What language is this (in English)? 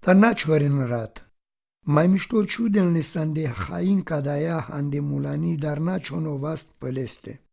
Romany